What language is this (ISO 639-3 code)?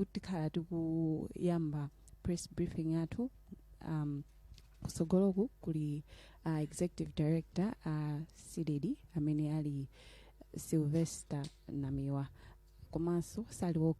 nya